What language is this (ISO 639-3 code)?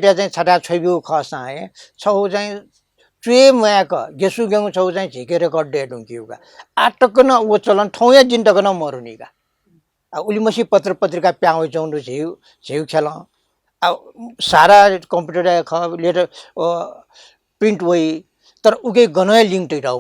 new